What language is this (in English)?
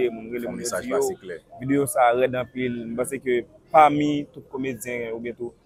Haitian Creole